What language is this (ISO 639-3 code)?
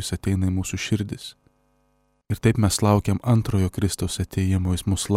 lit